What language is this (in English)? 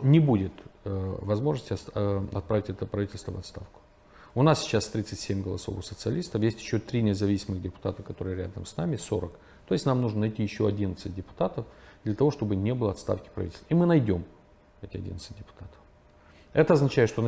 Russian